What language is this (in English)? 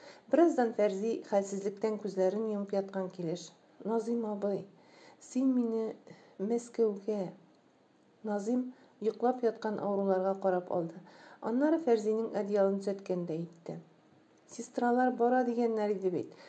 Tatar